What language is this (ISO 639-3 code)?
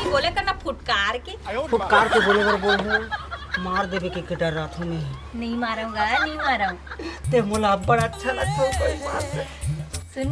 hne